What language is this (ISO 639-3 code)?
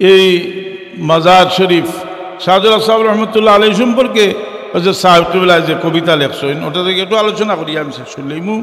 syl